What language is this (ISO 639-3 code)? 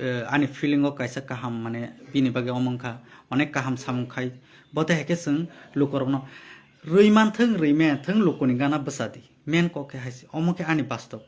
trp